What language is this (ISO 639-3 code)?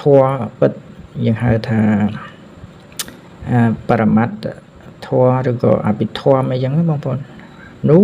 khm